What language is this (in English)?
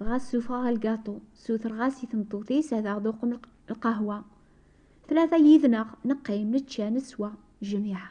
Kabyle